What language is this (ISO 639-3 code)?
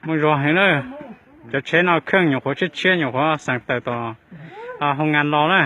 hmn